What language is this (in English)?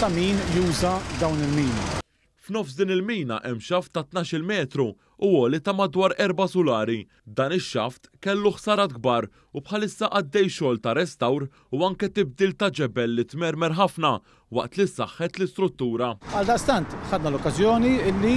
Maltese